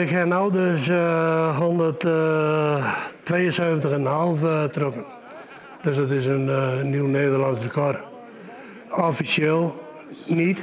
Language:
Western Frisian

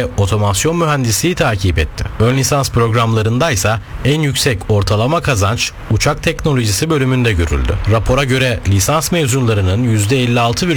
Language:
Turkish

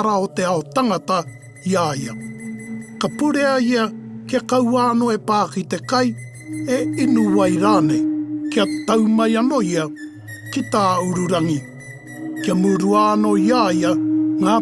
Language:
Māori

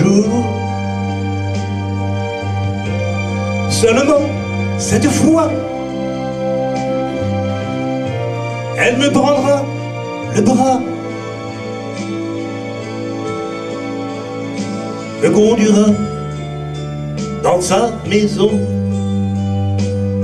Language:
French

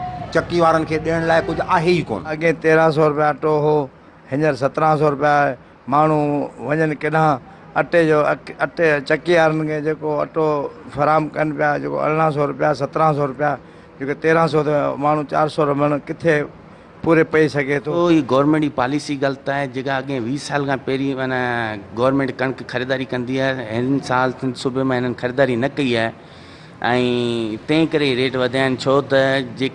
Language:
Sindhi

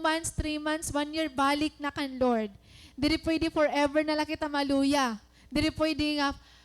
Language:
Waray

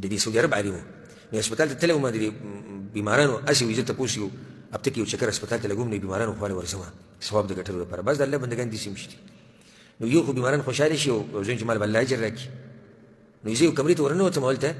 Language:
Pashto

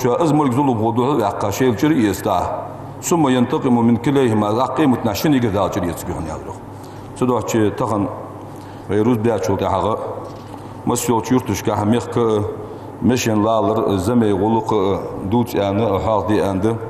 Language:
Ingush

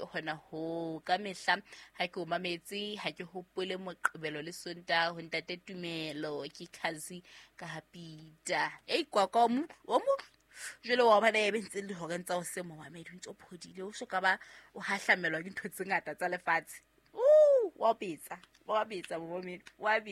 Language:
Southern Sotho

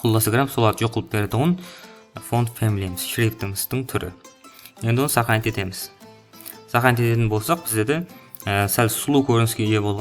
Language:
Kara-Kalpak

